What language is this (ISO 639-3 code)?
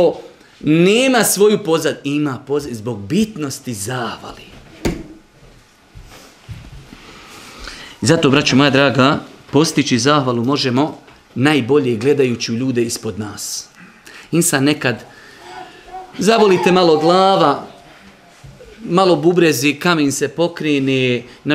bos